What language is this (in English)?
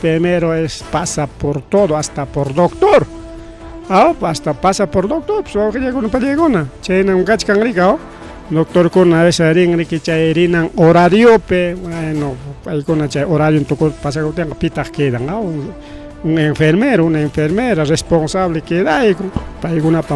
Ayacucho Quechua